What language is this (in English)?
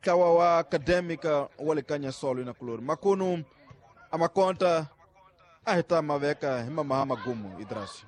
Tsonga